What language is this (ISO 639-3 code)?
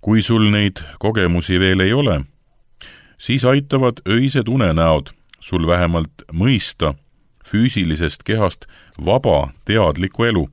est